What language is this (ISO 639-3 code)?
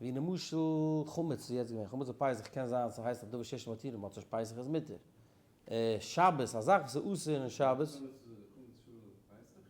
yid